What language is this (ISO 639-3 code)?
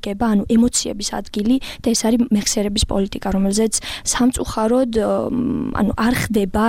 kat